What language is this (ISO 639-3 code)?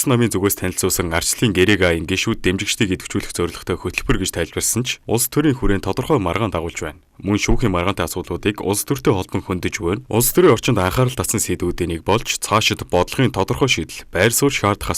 mon